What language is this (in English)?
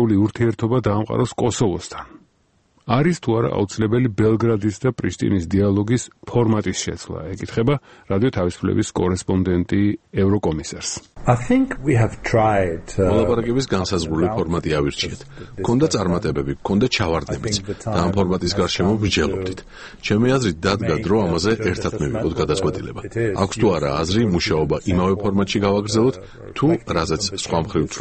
Georgian